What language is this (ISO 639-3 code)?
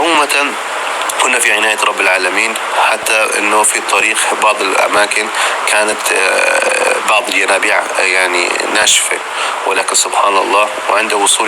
apc